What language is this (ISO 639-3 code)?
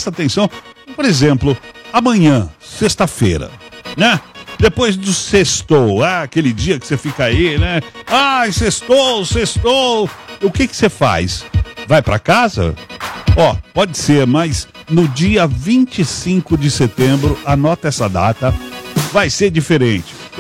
por